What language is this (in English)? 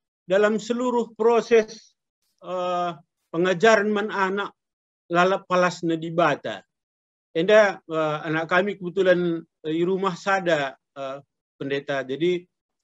Batak Karo